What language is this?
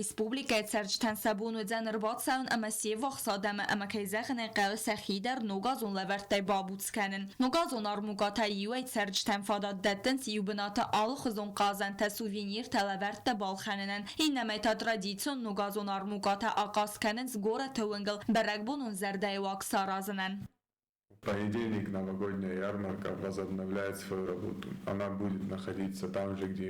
Ossetic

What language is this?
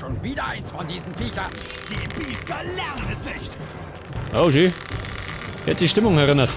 Bavarian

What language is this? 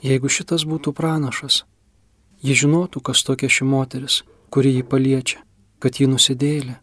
Lithuanian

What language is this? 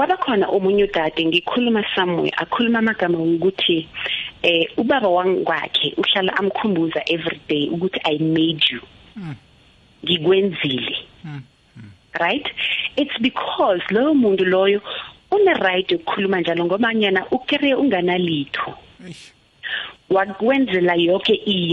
South Ndebele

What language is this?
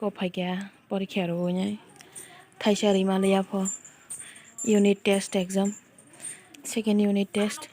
Kok Borok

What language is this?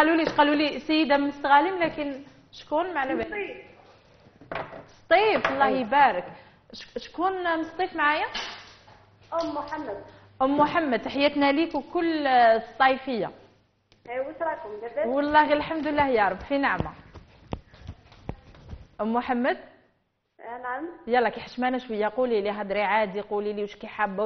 Algerian Arabic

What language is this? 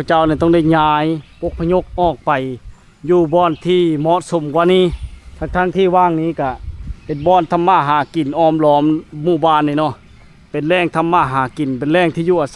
Lao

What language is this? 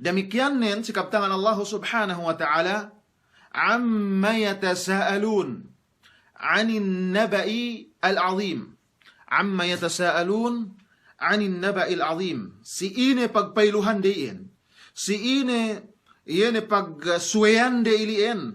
Yakan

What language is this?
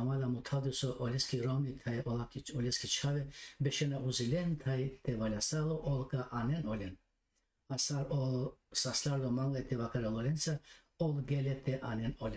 Balkan Romani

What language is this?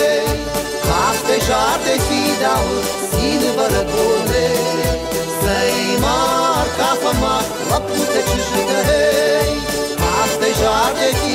Ossetic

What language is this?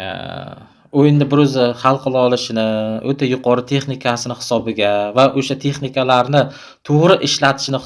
Uzbek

